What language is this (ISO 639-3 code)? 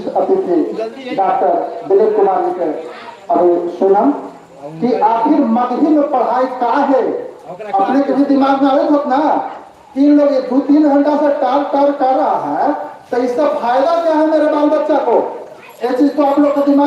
mag